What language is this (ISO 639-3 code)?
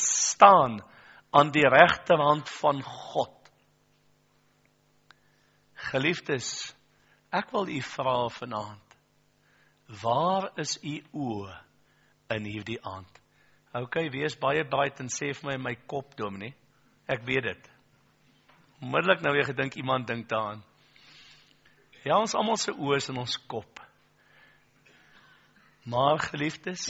afr